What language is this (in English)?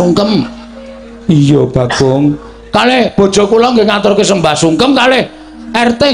Javanese